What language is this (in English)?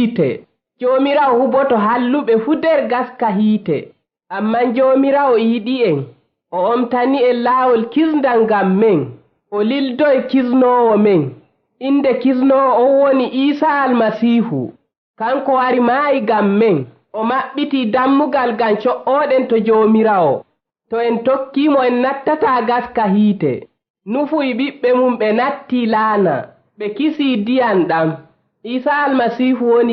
Fula